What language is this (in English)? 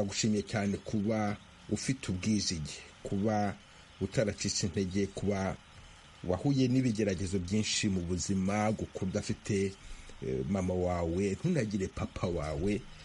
Kinyarwanda